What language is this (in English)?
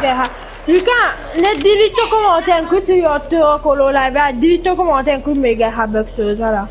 Morisyen